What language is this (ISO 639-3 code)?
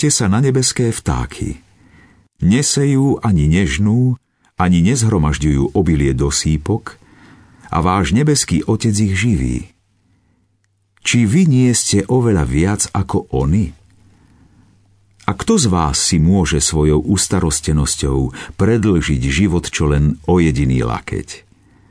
slk